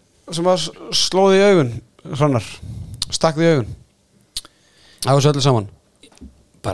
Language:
Icelandic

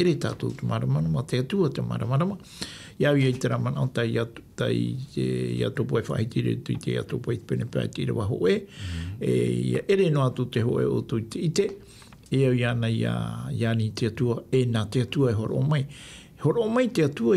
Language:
Tahitian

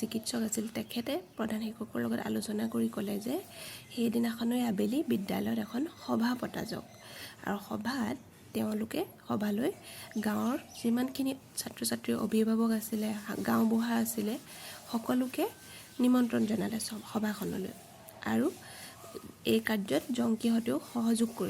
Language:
Assamese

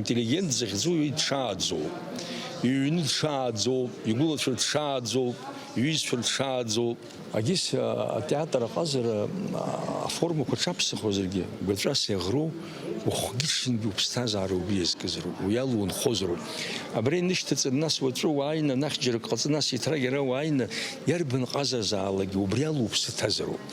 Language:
Abkhazian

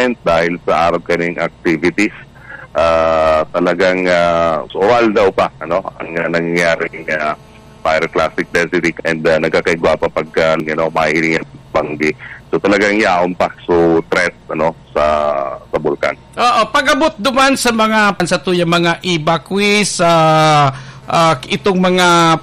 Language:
Bikol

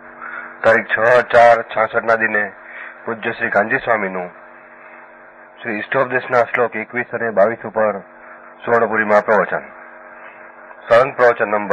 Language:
Gujarati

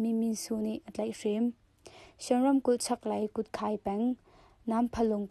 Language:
Hakha Chin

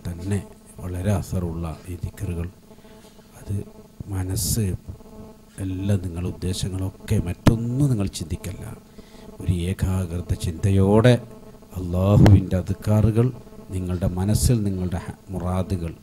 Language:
Malayalam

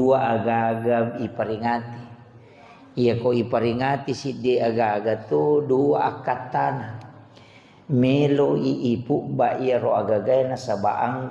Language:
Buginese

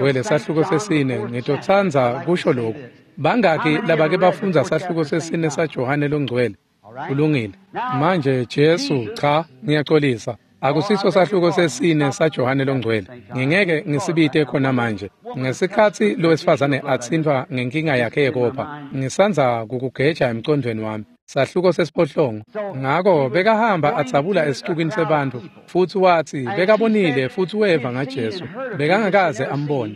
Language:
Swati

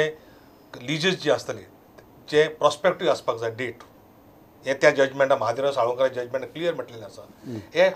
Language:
Konkani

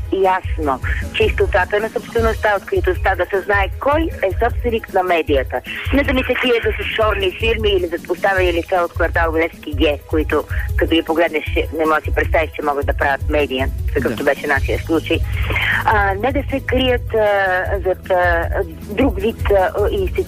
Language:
Bulgarian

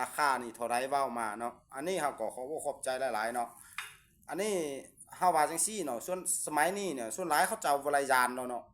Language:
Lao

